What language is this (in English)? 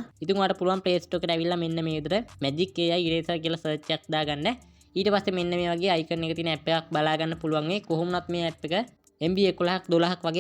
Sinhala